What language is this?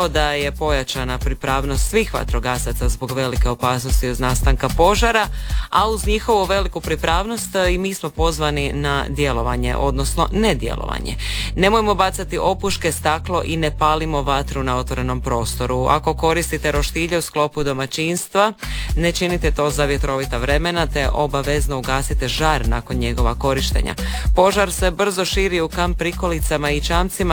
Croatian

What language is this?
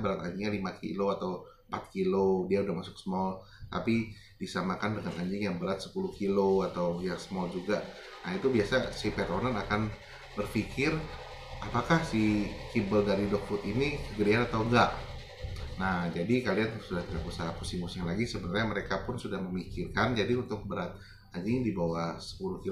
Indonesian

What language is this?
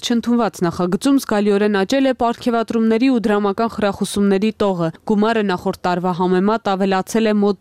Armenian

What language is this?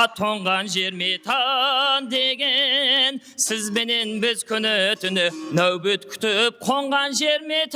Kara-Kalpak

